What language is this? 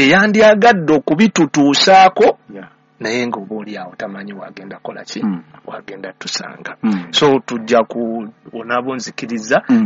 Ganda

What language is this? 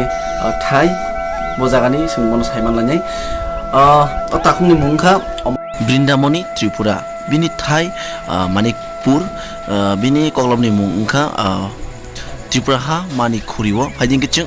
Kok Borok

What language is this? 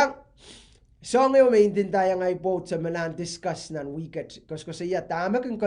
Pohnpeian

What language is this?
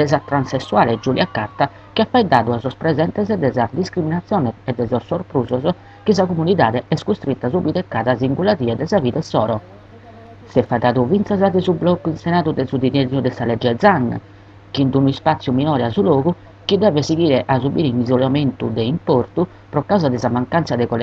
Sardinian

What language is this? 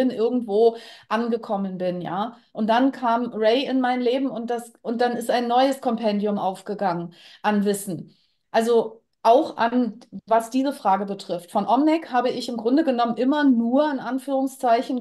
German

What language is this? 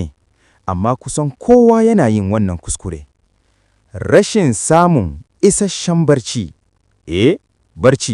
Hausa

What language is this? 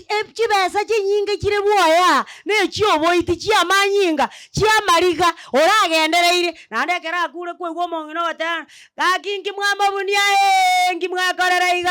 Gusii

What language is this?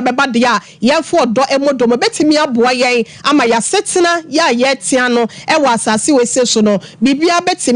Akan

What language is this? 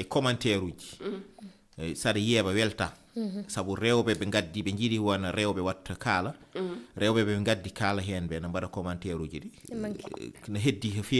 Fula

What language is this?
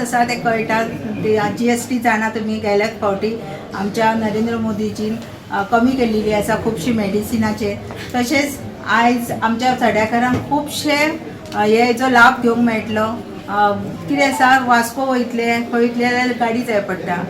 Konkani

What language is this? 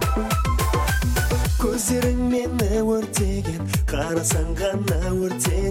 Kazakh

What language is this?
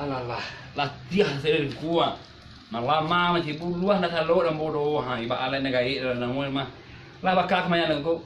Minangkabau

